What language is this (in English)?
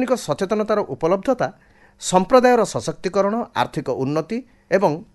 Odia